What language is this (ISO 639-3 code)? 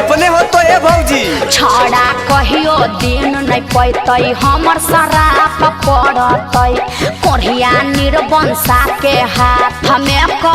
mag